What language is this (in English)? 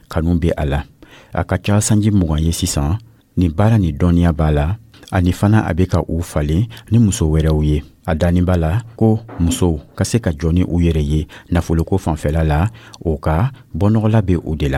Dyula